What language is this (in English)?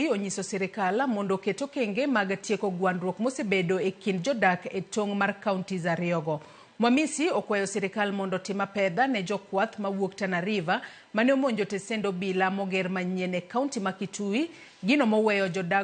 Luo (Kenya and Tanzania)